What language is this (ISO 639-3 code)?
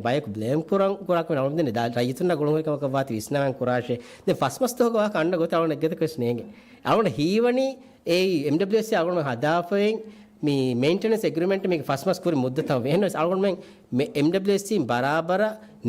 div